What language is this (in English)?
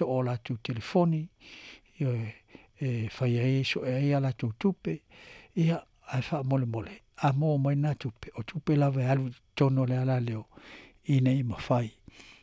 Samoan